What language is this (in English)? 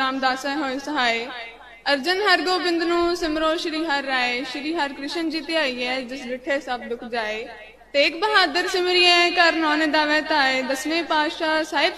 Punjabi